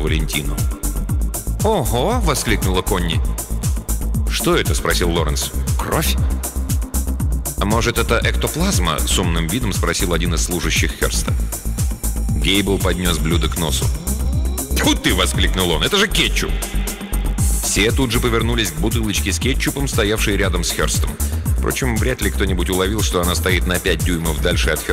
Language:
Russian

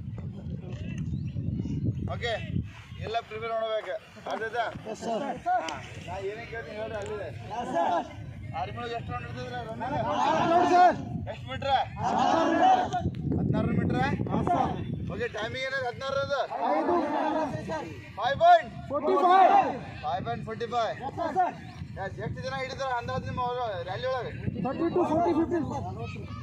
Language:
Kannada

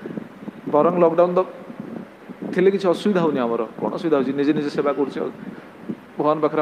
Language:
Odia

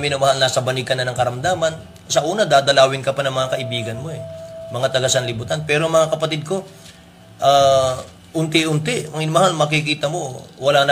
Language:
Filipino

